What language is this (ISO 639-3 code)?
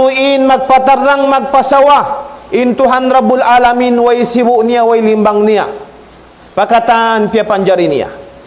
tsg